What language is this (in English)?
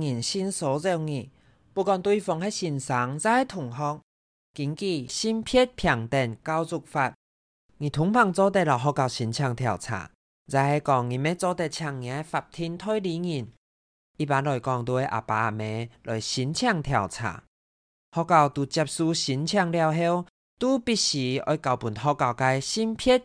Hakka Chinese